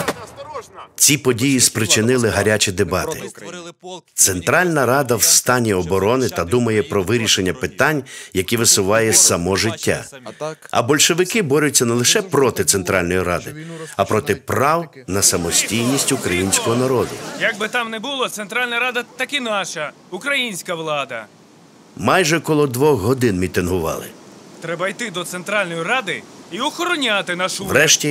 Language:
Ukrainian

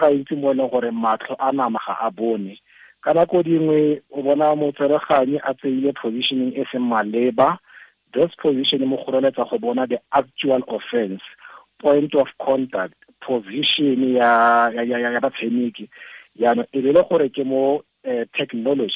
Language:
Tswana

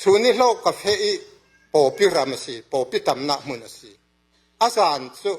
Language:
Falam Chin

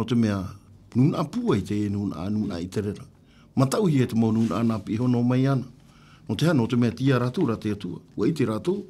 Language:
Tahitian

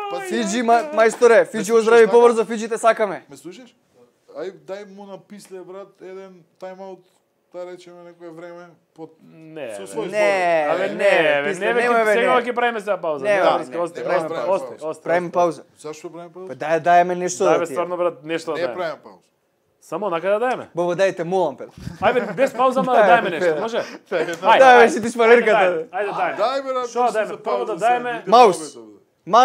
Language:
Macedonian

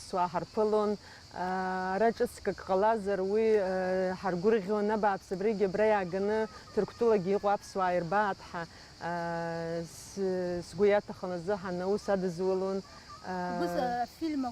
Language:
Abkhazian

